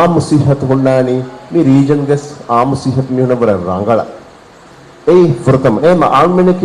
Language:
Divehi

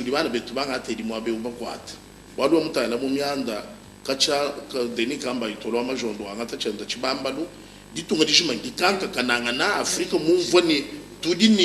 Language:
Luba-Lulua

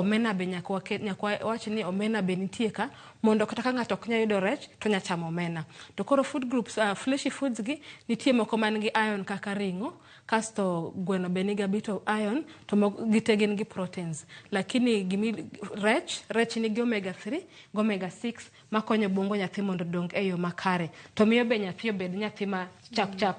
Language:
Luo (Kenya and Tanzania)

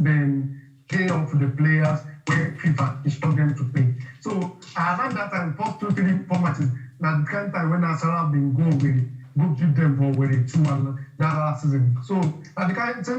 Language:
Nigerian Pidgin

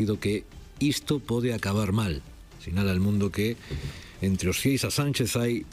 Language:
Galician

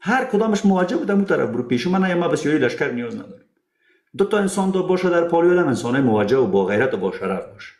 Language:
Persian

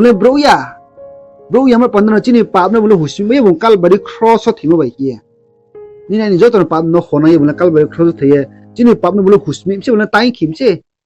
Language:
Riang (India)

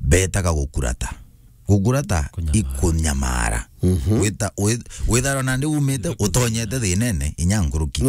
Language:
Meru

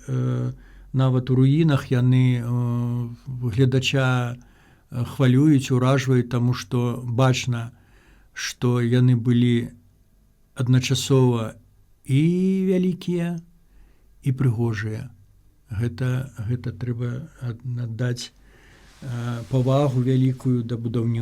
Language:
Belarusian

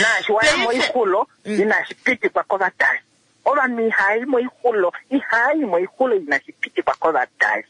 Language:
Kuanyama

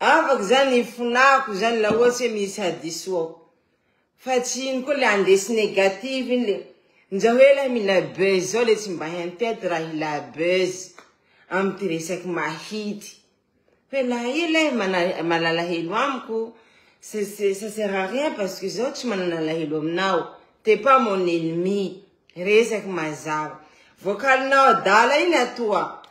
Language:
Malagasy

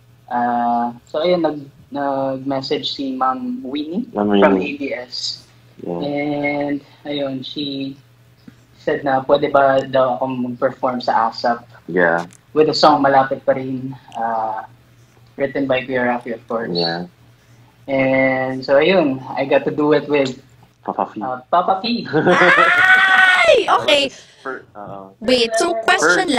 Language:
Filipino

